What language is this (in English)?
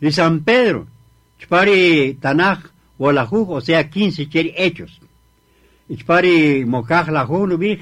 Kaqchikel